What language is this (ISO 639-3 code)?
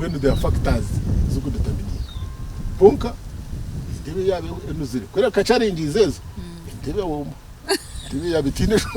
nyn